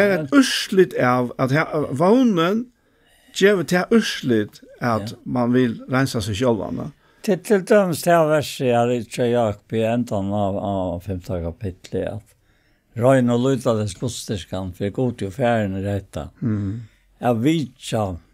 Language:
Faroese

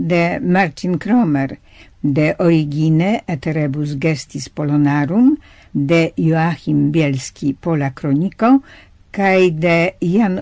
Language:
Esperanto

